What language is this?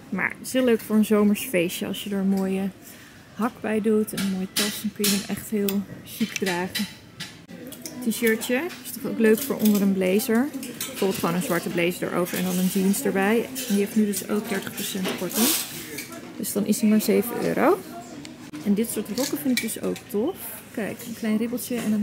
Dutch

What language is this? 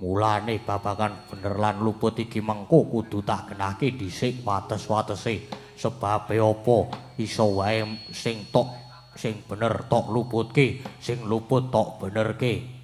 Javanese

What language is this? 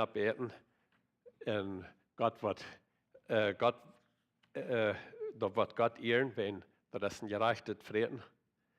Plautdietsch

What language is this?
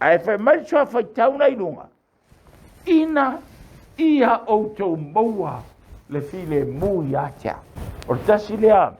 Samoan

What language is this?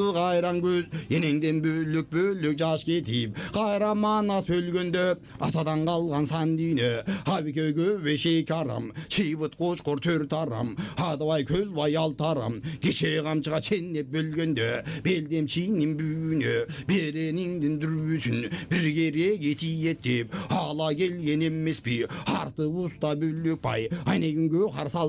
Kyrgyz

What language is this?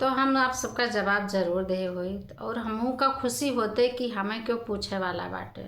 Awadhi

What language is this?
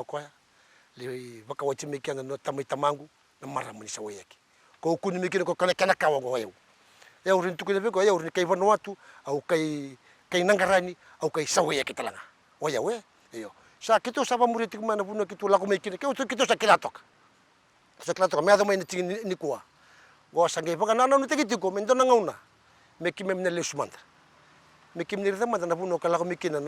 Fijian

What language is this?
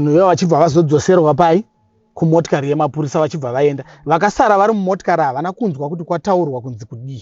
Shona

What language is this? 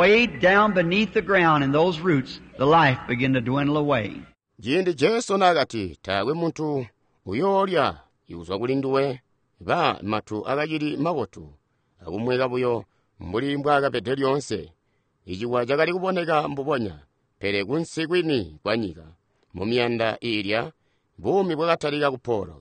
Tonga (Zambia)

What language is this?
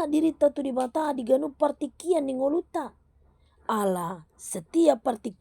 Batak Toba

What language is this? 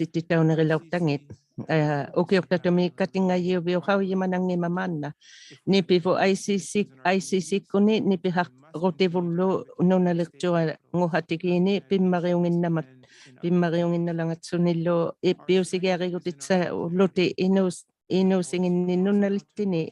Inuktitut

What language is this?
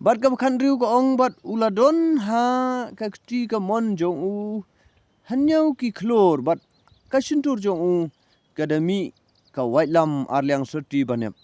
Khasi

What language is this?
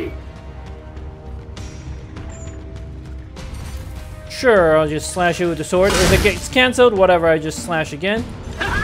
English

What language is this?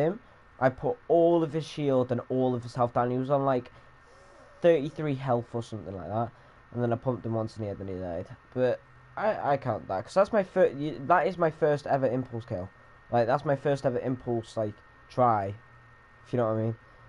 English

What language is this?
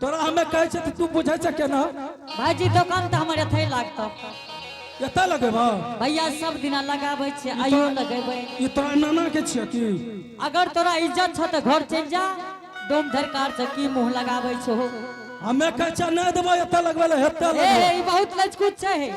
Angika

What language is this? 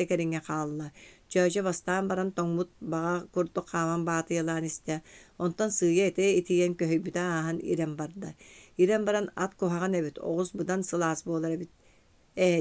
Yakut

